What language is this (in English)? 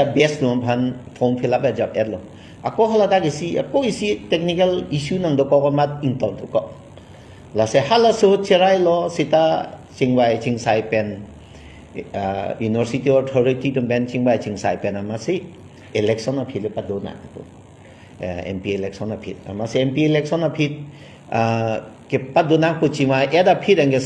Karbi